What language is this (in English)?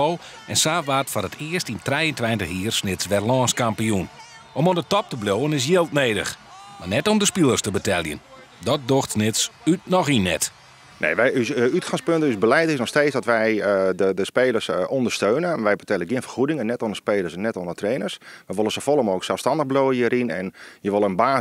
Western Frisian